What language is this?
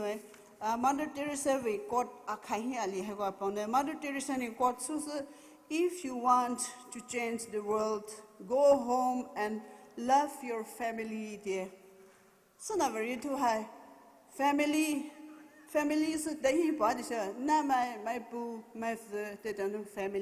Poumei Naga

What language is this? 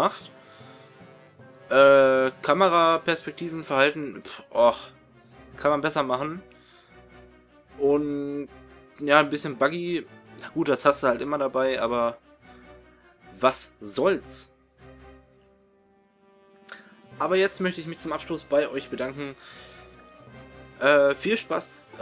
German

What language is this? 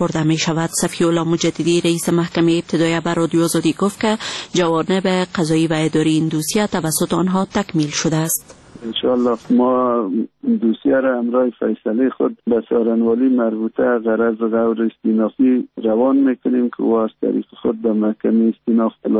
Persian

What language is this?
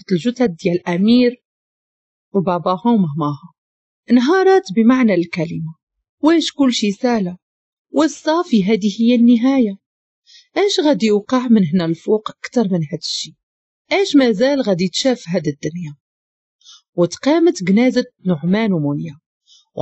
Moroccan Arabic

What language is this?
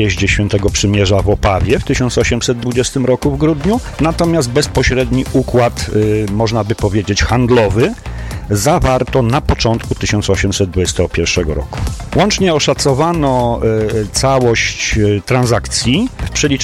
Polish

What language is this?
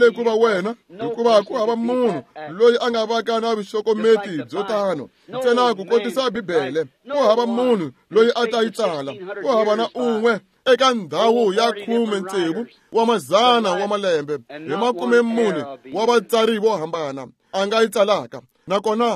Tsonga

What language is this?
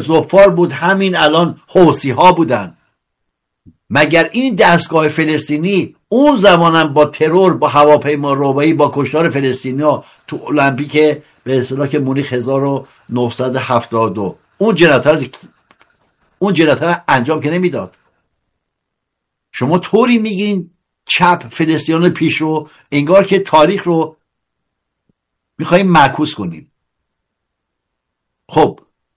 Persian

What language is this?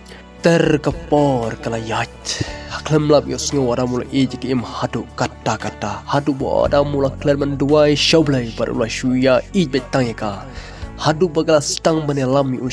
Khasi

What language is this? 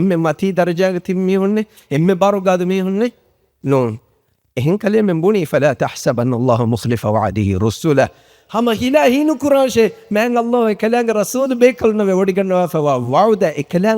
Divehi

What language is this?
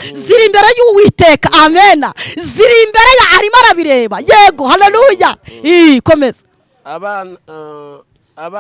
Kinyarwanda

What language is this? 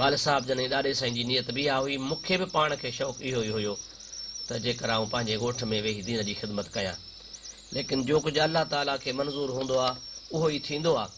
Sindhi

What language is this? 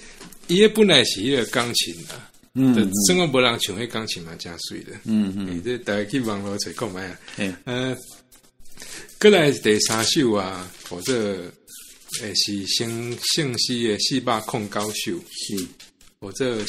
Min Nan Chinese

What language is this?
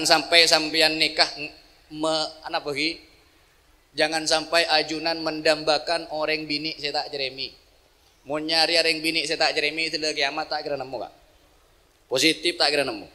Madurese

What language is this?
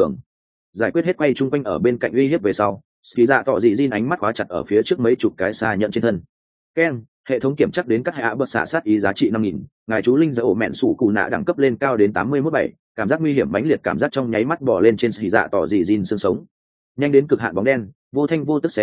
Vietnamese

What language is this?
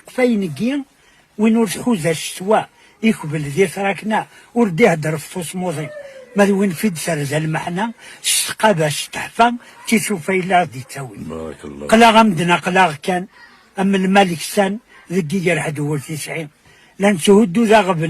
Kabyle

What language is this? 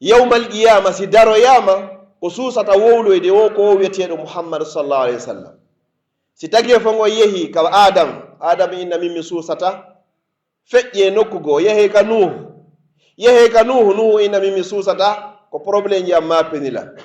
Pular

